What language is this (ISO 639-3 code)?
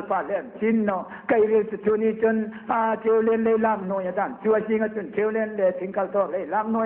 hmr